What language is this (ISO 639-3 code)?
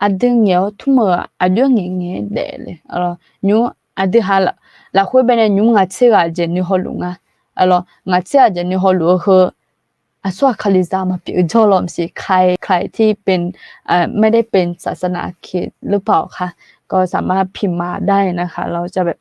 ahk